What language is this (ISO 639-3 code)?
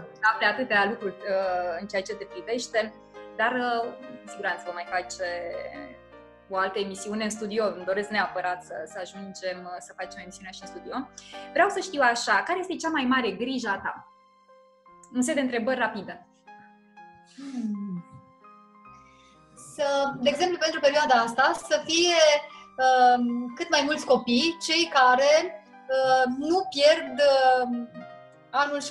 ron